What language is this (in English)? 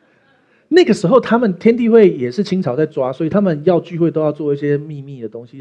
Chinese